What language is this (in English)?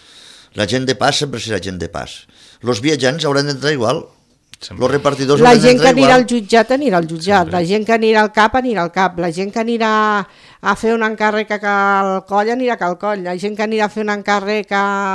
Catalan